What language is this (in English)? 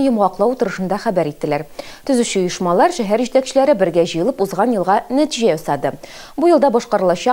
Tatar